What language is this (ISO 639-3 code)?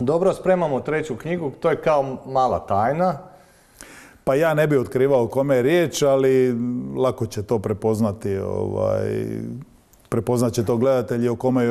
hrv